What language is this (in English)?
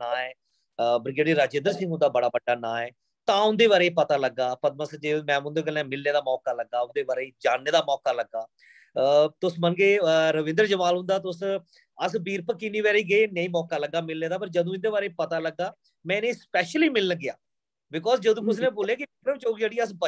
Dogri